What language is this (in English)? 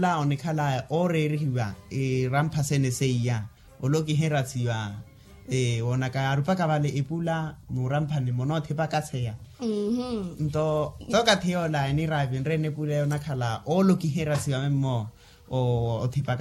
Makhuwa